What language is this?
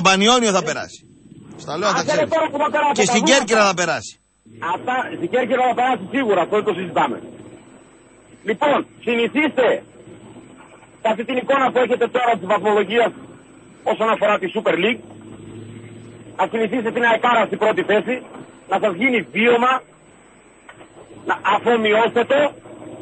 Greek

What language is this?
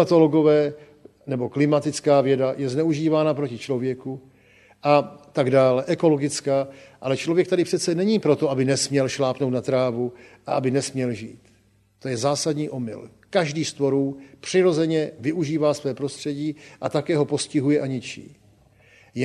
Czech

